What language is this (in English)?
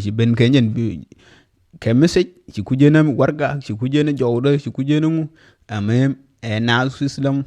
Nuer